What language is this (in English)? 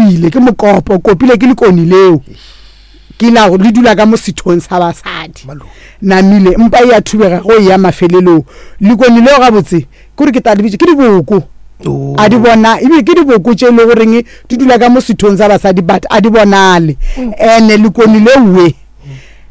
Northern Sotho